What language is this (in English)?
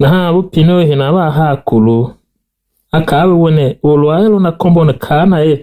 Tiv